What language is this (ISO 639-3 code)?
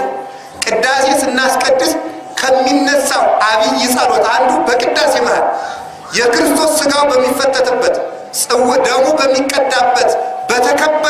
amh